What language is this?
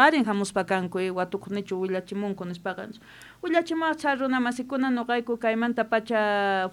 South Bolivian Quechua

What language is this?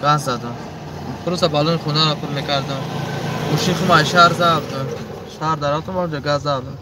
Tajik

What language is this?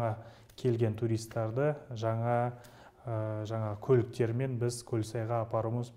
Kazakh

